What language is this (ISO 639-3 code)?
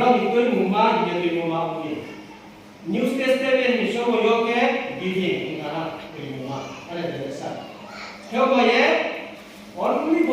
ria